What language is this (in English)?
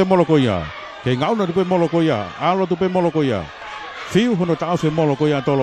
Tongan